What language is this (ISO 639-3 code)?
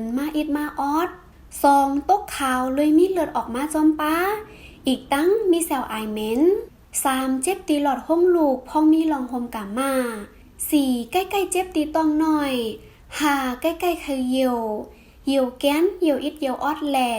shn